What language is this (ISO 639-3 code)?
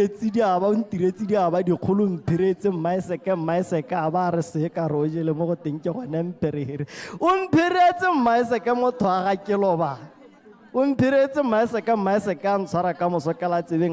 tsn